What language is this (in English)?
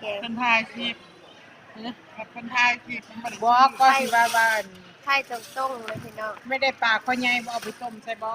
Northeastern Thai